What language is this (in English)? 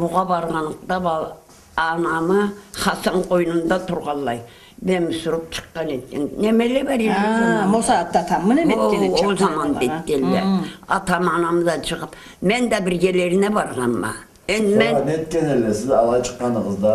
Karachay-Balkar